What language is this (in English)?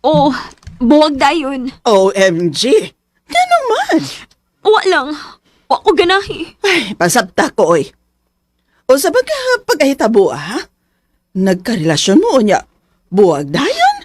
Cebuano